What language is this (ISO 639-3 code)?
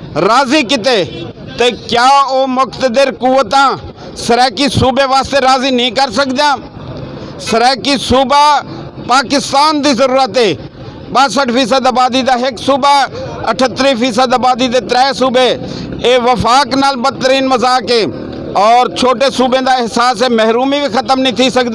skr